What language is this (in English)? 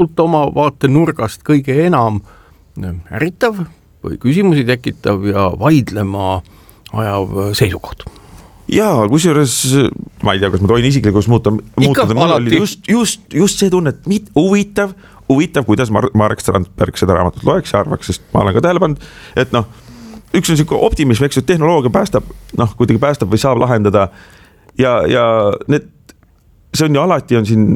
Estonian